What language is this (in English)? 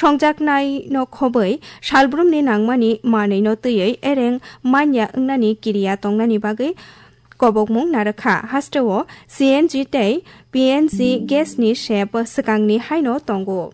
Kok Borok